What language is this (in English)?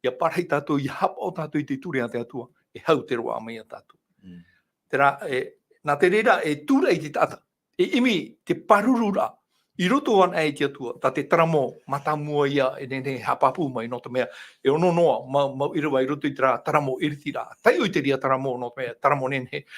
Tahitian